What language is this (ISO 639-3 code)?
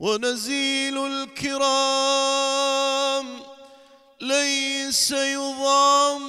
acm